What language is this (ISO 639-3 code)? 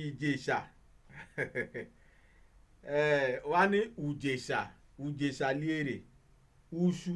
yor